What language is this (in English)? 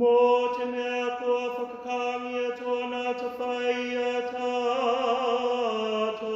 Māori